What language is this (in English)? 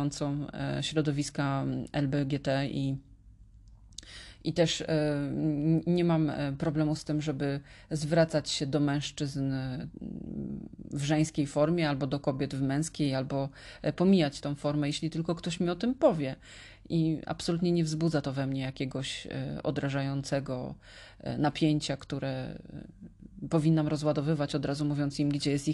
Polish